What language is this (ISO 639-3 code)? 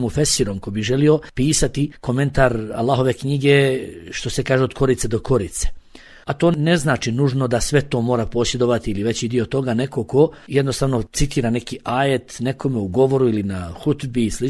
bos